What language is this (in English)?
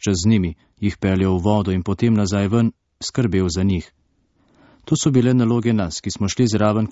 Slovenian